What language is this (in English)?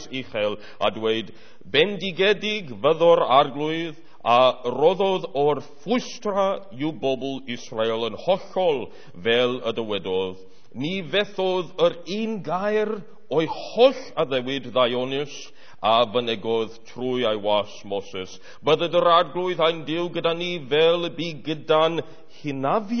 Welsh